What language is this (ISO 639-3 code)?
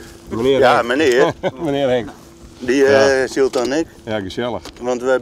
fry